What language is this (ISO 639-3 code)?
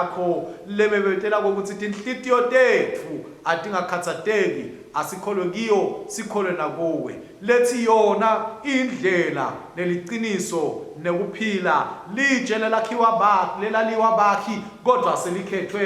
ssw